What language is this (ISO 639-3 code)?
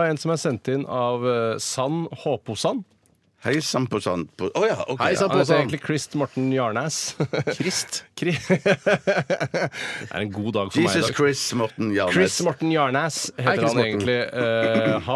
nor